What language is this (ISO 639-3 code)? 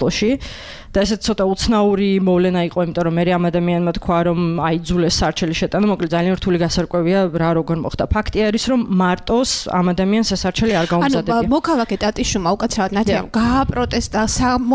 kat